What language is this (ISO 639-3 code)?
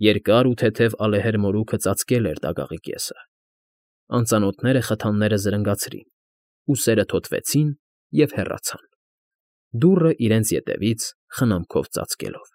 hye